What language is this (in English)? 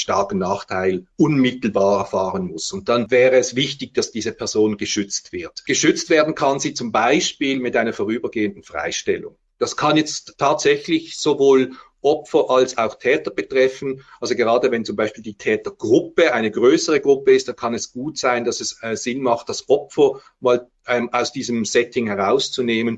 German